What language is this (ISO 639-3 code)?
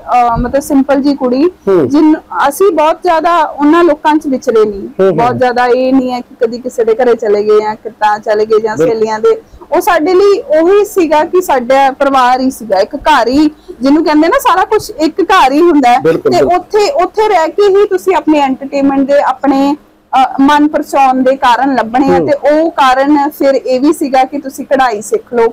pan